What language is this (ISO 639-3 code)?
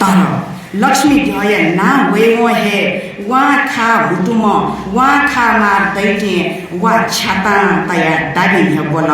new